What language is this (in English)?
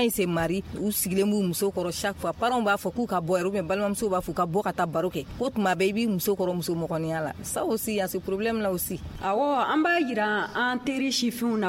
Bambara